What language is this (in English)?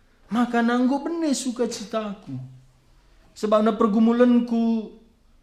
Batak Karo